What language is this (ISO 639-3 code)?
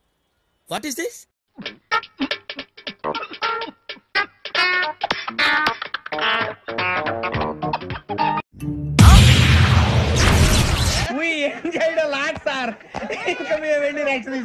tel